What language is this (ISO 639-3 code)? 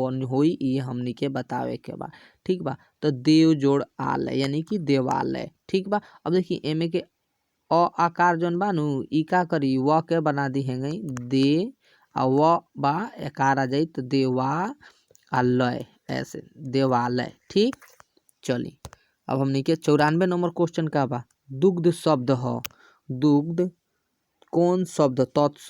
bho